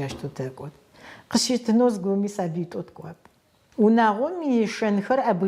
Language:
Adyghe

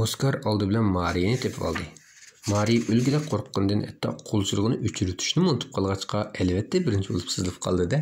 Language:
Uyghur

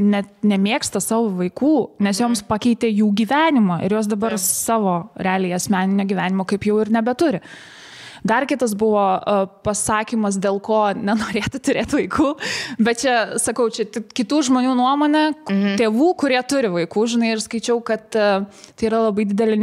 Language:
Lithuanian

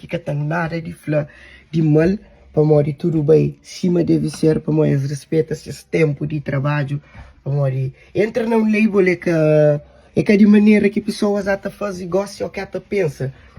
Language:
Kabuverdianu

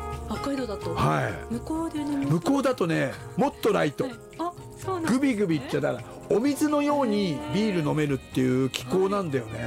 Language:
Japanese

